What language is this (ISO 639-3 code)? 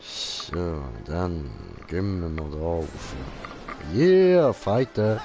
gsw